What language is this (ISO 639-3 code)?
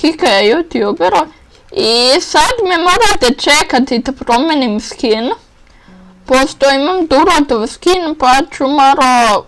bos